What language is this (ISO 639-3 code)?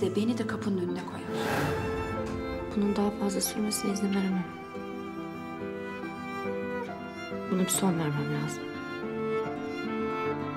tur